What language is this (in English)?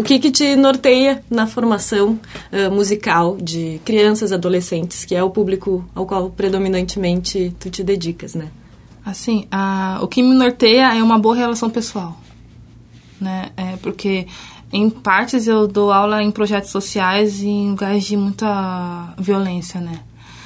Portuguese